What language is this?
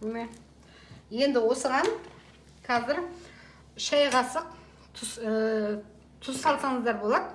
Kazakh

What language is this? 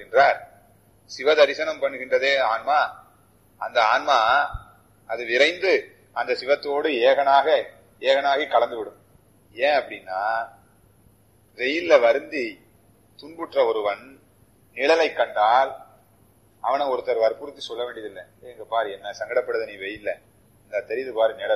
Tamil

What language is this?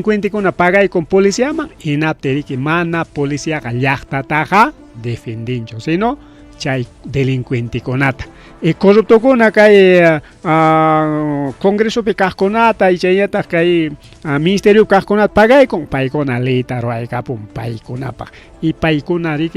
Ayacucho Quechua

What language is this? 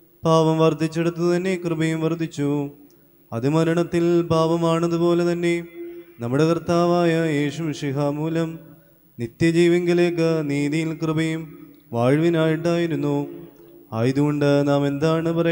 Malayalam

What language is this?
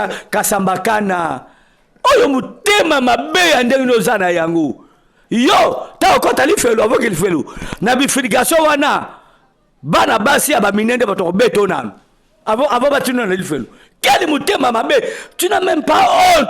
Lingala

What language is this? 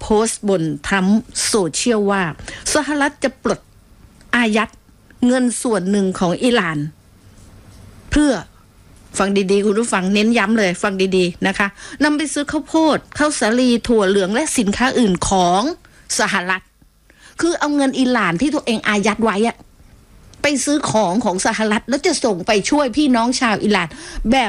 Thai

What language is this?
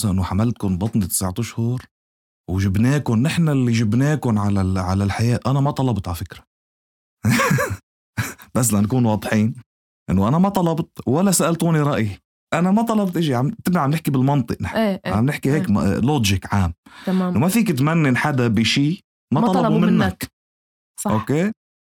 North Levantine Arabic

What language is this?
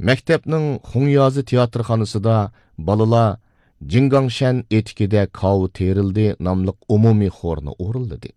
Uyghur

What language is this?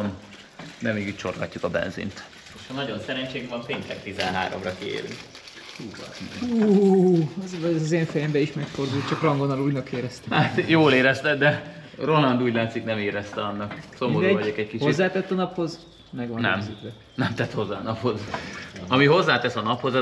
Hungarian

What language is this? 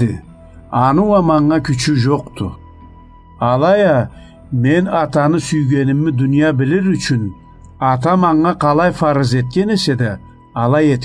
Karachay-Balkar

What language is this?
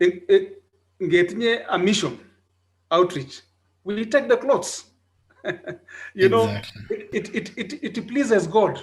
Kalenjin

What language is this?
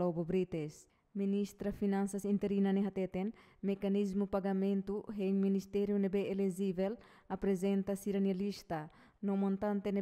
Tetum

